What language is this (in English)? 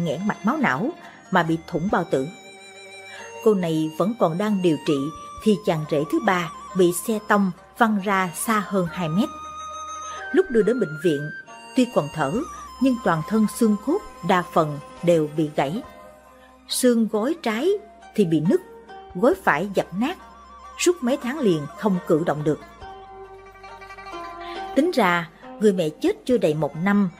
Vietnamese